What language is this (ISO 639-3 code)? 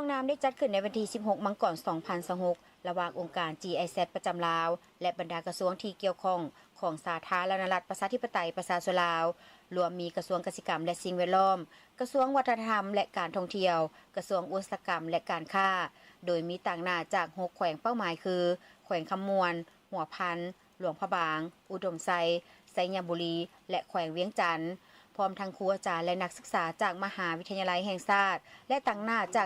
lao